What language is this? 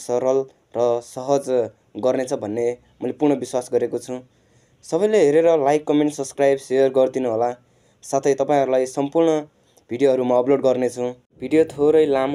Nepali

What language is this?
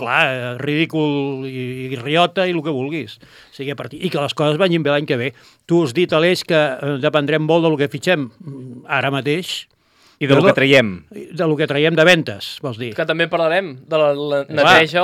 Catalan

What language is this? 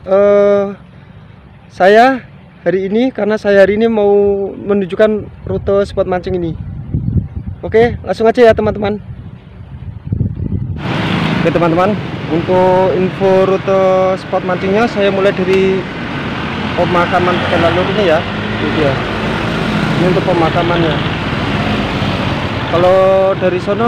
Indonesian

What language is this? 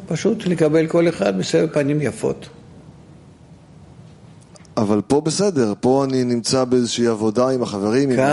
Hebrew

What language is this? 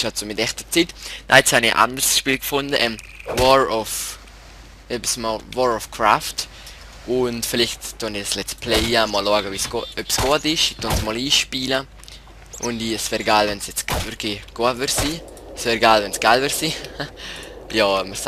Swiss German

